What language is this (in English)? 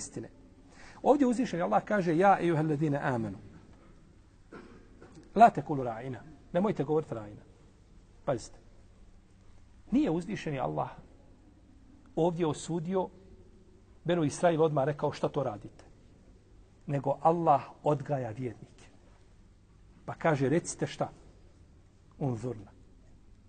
Bosnian